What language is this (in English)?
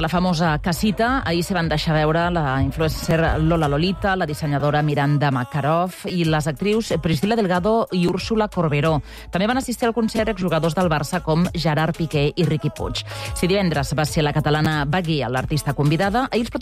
Catalan